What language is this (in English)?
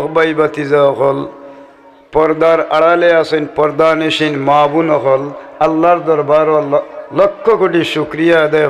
Sylheti